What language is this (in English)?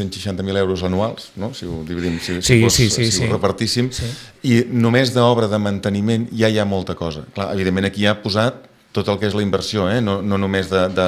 Catalan